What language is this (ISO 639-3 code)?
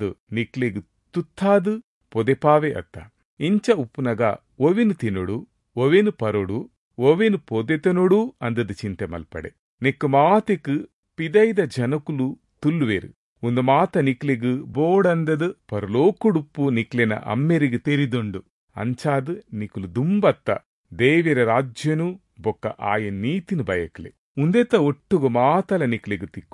tcy